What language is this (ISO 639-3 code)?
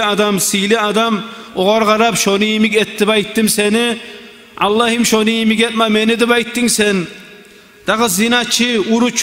kum